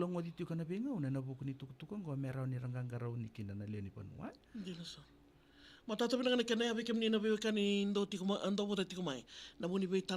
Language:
Fijian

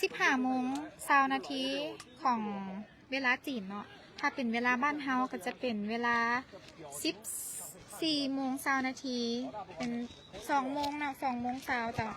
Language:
Lao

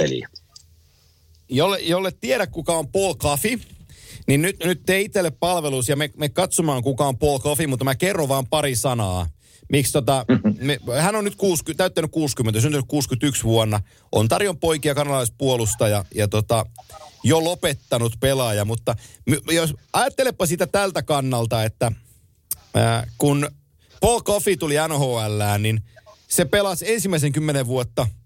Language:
Finnish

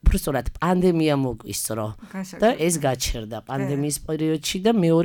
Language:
Georgian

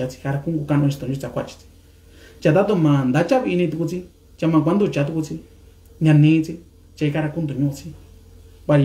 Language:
Mixtepec Mixtec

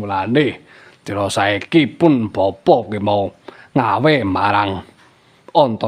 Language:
Javanese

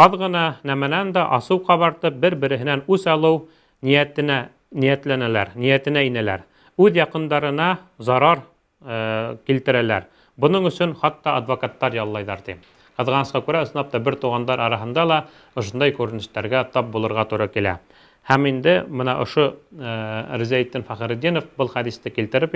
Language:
Bashkir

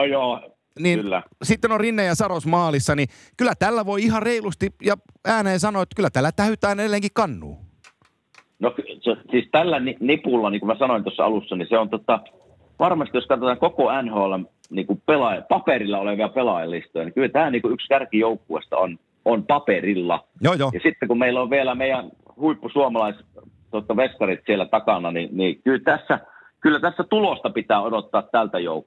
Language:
Finnish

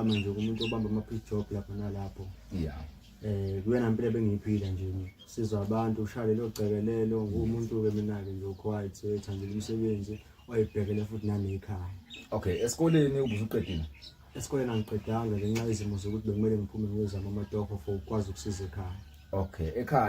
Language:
Zulu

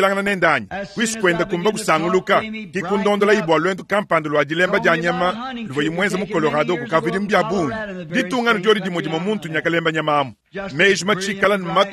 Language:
Luba-Lulua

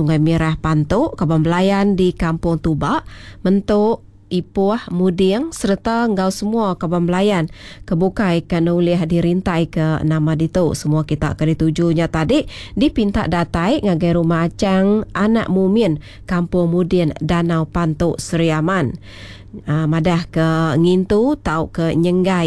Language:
Iban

